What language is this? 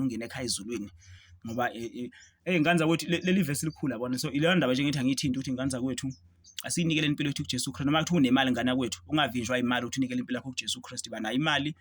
Zulu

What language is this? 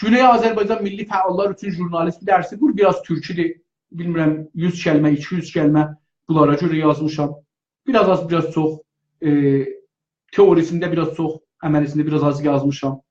South Azerbaijani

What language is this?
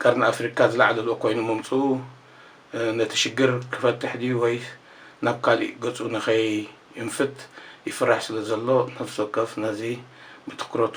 Tigrinya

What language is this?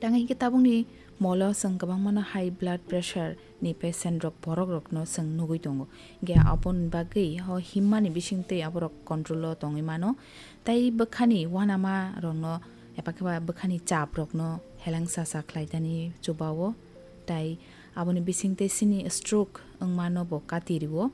Kok Borok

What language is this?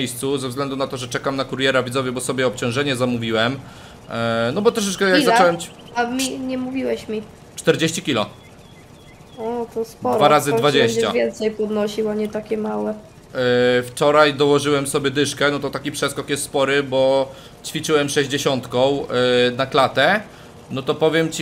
Polish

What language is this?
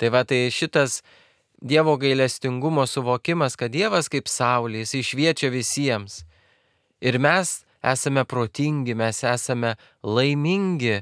Lithuanian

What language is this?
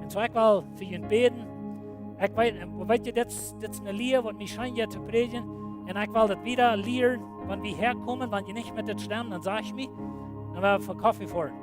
Plautdietsch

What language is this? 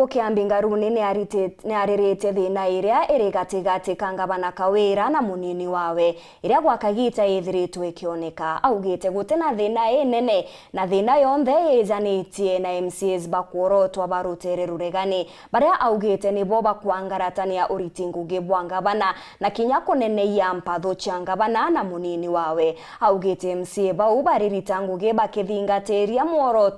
Meru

